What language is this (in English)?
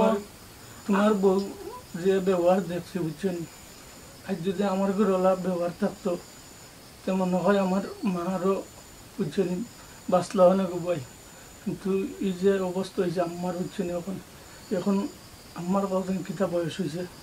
Sylheti